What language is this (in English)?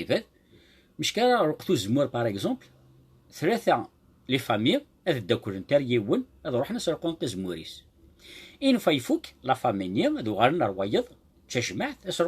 Kabyle